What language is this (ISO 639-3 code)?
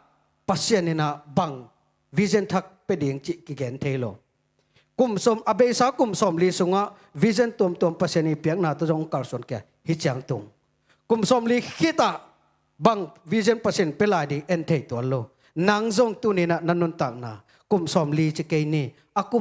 ctd